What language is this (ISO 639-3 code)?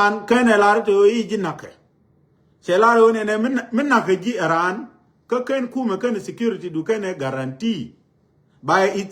nus